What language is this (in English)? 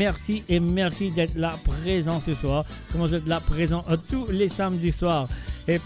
Morisyen